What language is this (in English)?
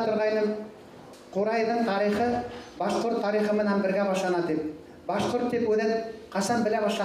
Bashkir